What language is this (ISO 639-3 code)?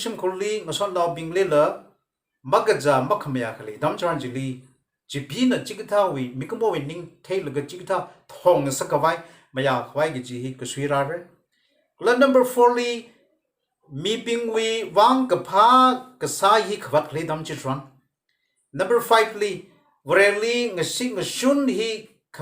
nmf